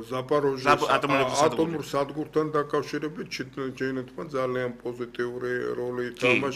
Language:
Georgian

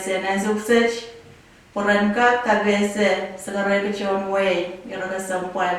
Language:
Pohnpeian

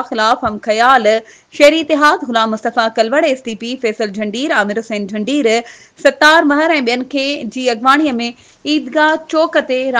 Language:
Sindhi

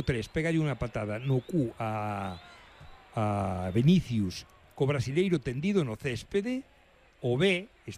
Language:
Galician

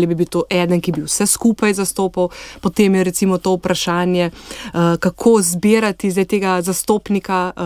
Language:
Slovenian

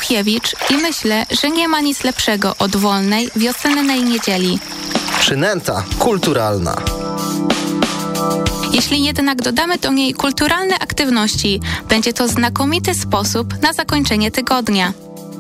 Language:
Polish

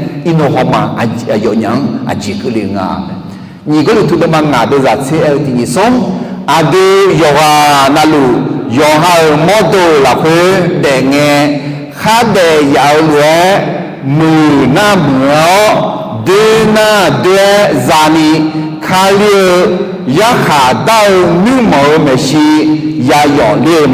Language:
Akha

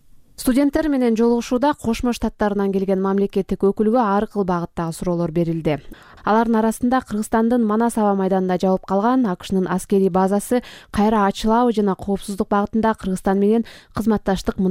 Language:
Kyrgyz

